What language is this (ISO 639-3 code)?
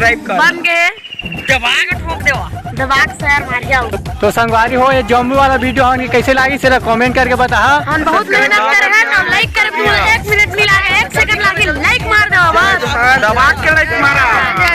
hne